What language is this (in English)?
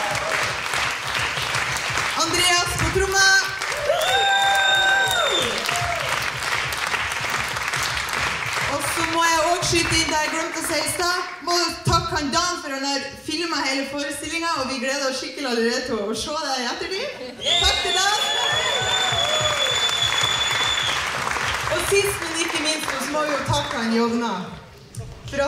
Norwegian